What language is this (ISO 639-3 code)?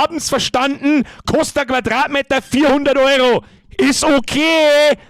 bar